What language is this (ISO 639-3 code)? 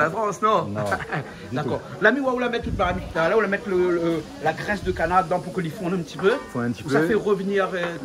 rcf